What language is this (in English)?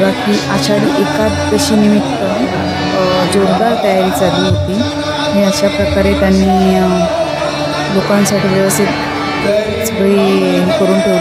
Marathi